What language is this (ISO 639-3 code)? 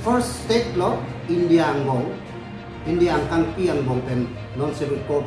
mjw